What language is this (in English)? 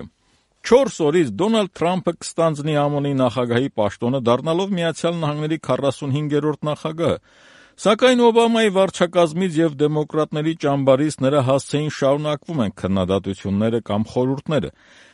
Armenian